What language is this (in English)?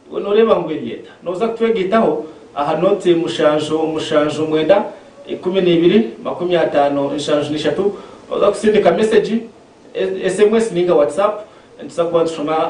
Nyankole